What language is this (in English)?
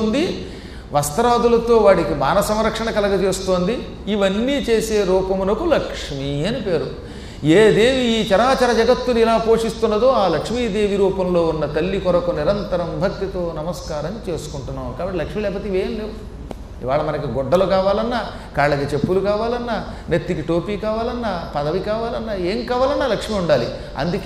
Telugu